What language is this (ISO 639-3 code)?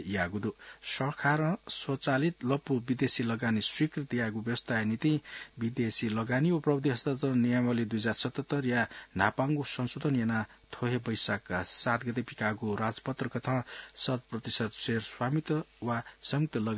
new